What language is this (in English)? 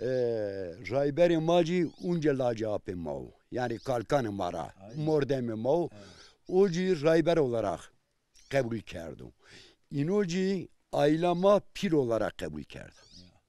Zaza